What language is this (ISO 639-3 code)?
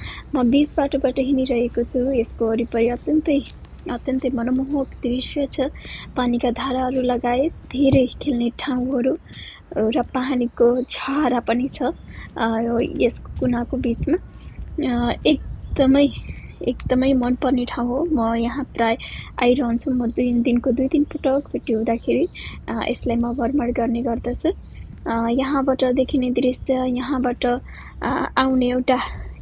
nep